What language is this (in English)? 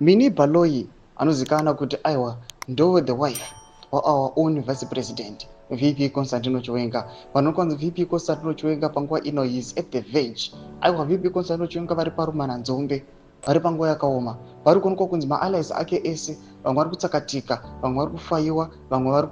Shona